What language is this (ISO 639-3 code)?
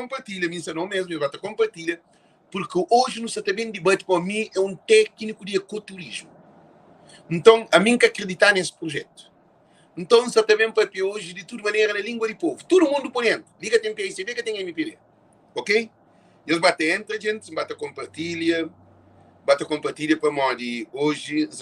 kea